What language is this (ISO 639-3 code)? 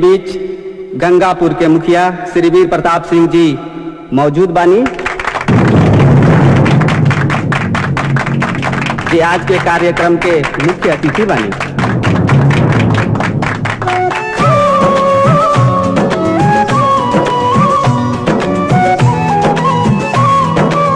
bho